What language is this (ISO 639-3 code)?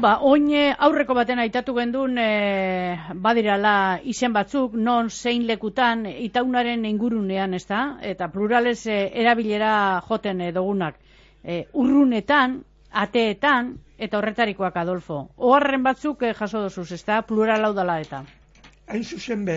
eus